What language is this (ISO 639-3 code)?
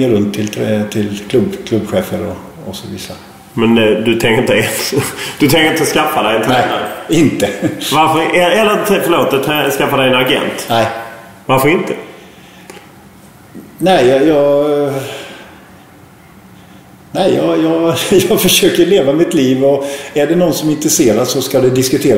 swe